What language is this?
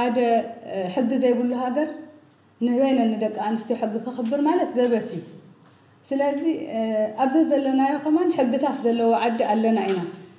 Tigrinya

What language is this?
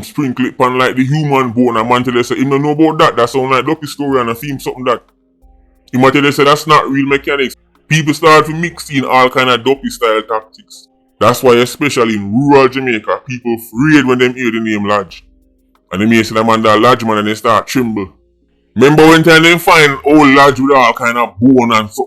Jamaican Creole English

